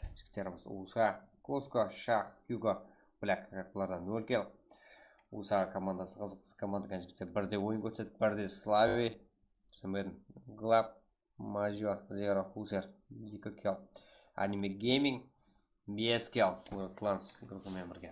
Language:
Kara-Kalpak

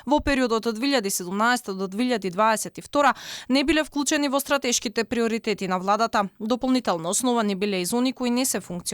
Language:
Macedonian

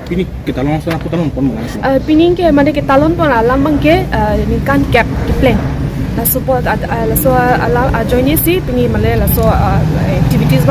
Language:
Karbi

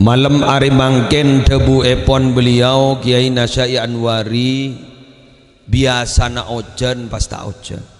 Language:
Madurese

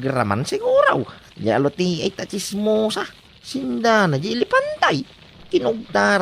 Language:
Iloko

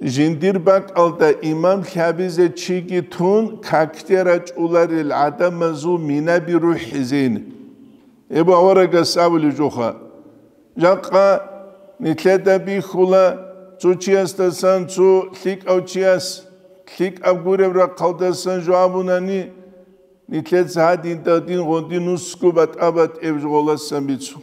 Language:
Avaric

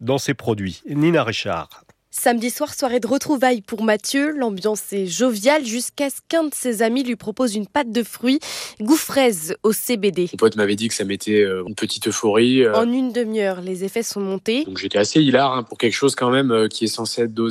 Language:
French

